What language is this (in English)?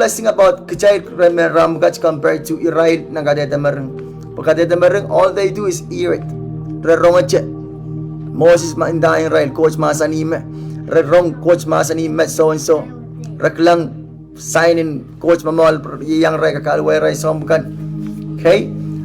Pohnpeian